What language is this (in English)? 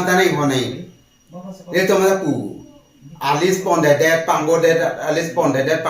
Karbi